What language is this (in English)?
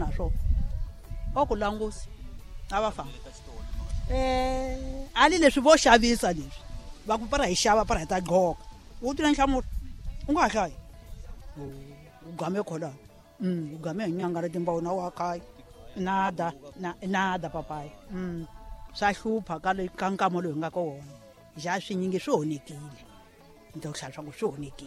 Tsonga